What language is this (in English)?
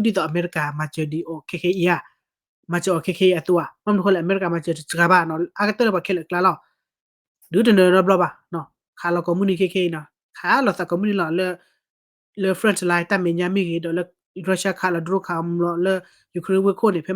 S'gaw Karen